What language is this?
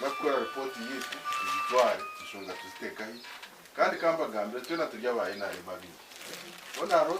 Nyankole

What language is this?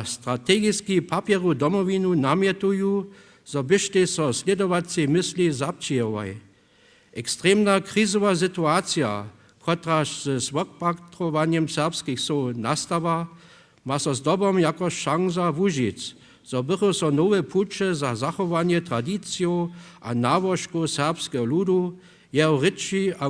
Upper Sorbian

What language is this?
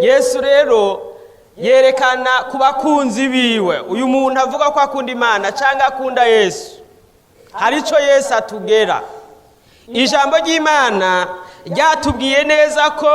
Rundi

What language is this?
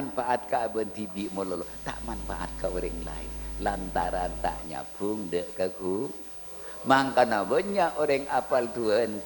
Madurese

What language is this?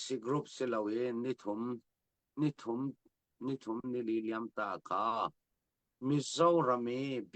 Falam Chin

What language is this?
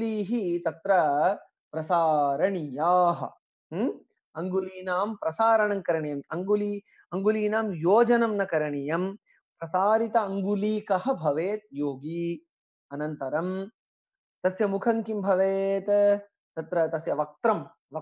Sanskrit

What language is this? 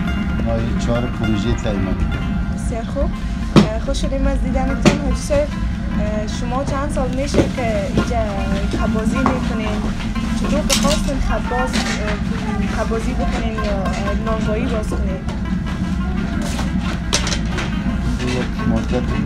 Persian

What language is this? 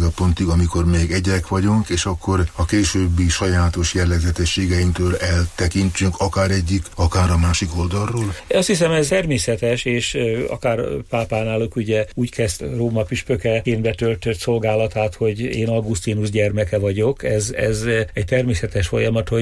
Hungarian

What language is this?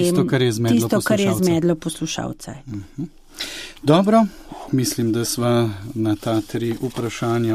Slovenian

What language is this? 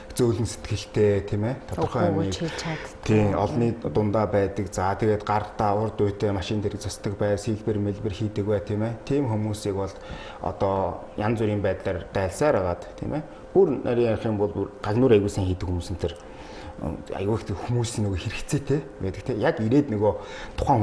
Mongolian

